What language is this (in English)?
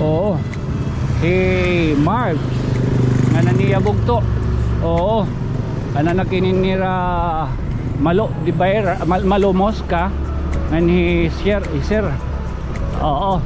Waray